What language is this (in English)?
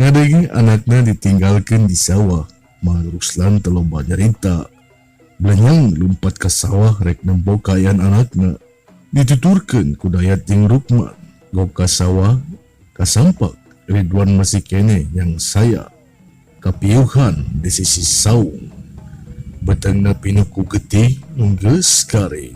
Sundanese